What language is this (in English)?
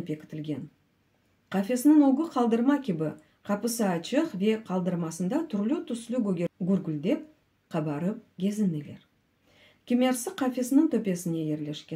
Crimean Tatar